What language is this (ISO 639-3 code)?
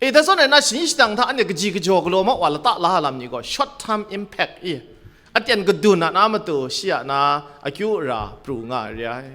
kac